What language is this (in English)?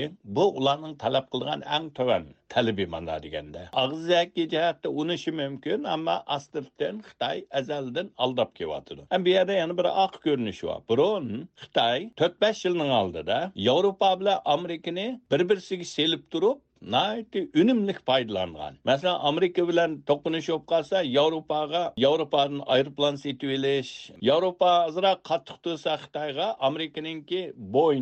Uyghur